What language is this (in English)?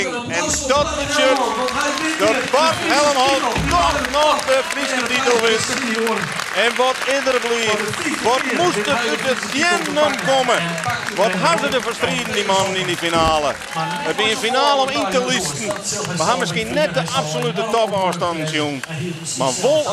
Western Frisian